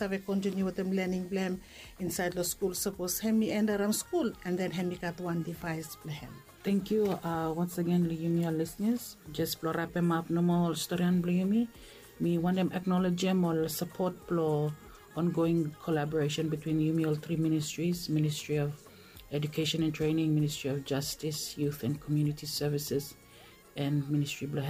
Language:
Bislama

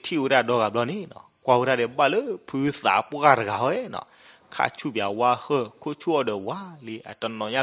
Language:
S'gaw Karen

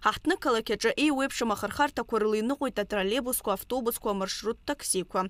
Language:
Abkhazian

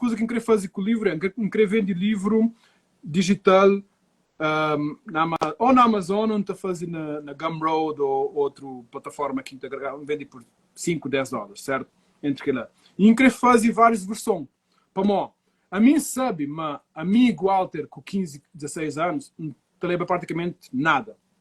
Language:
Kabuverdianu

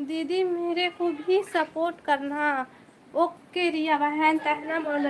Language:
Chhattisgarhi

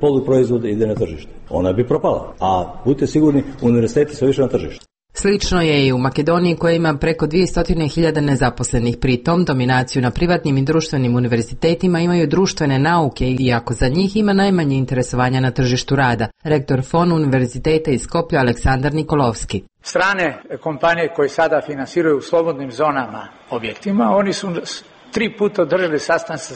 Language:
Serbian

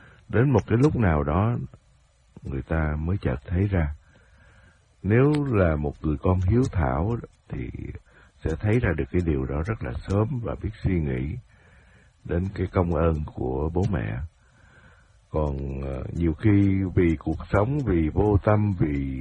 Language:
Vietnamese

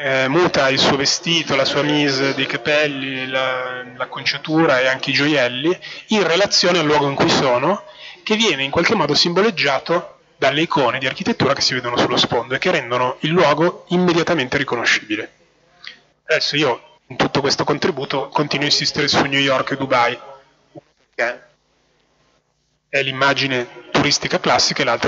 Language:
Italian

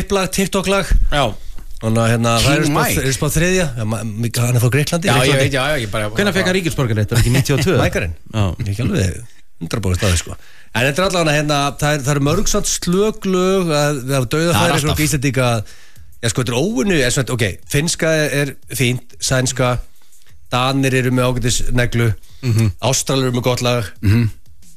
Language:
Icelandic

